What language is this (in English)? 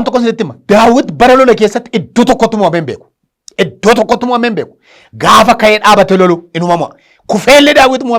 Oromo